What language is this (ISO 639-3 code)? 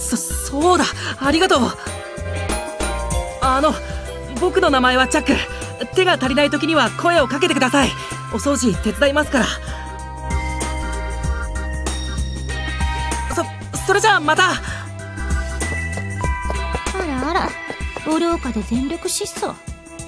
jpn